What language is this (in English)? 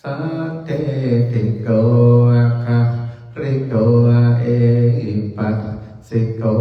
Pali